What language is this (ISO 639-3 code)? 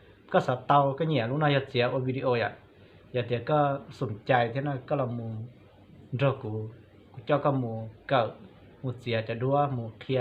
hmn